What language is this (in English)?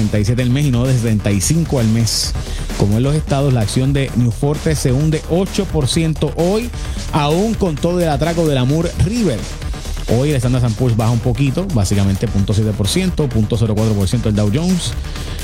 Spanish